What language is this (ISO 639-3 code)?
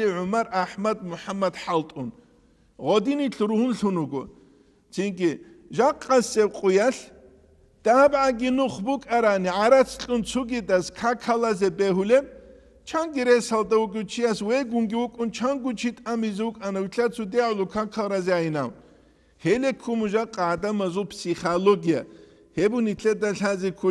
ava